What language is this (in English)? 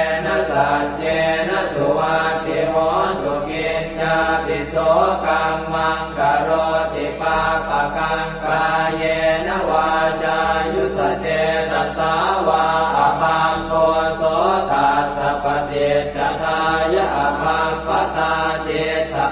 Pali